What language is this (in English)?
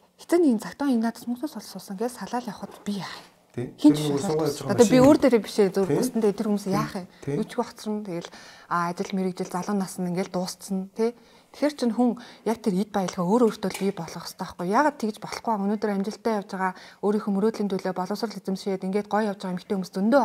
Mongolian